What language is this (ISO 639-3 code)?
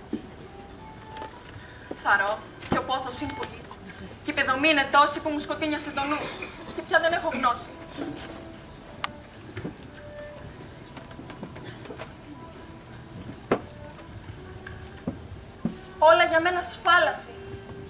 ell